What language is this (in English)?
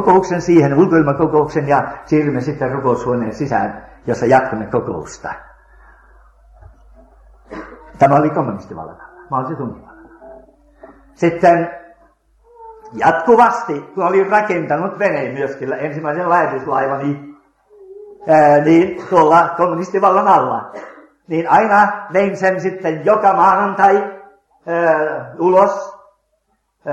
Finnish